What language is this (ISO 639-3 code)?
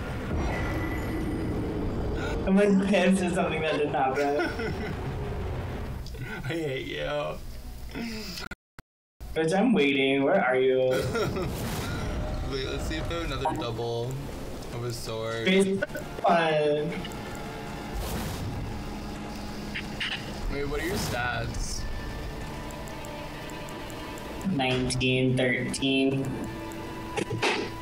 eng